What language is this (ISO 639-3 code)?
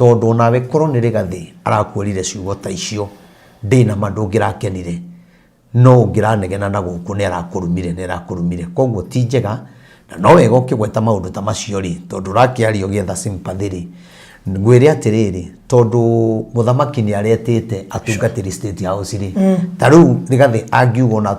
kik